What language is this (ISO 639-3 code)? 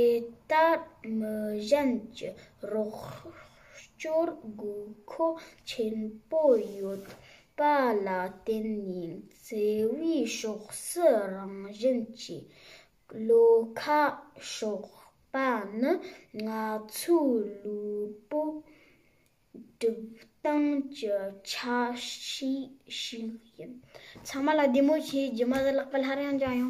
bod